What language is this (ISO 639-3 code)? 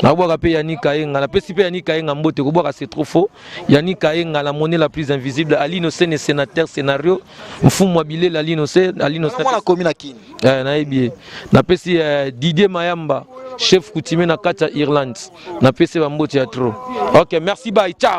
lin